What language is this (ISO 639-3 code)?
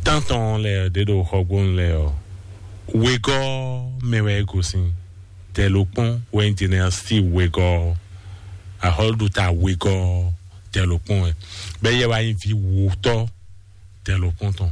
fon